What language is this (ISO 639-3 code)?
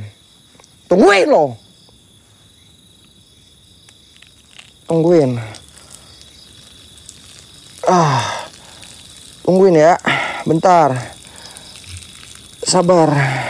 ind